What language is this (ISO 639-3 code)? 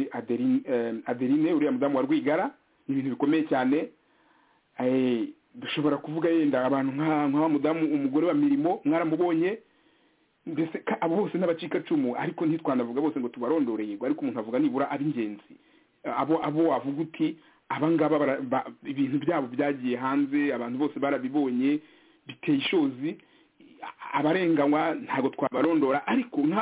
kin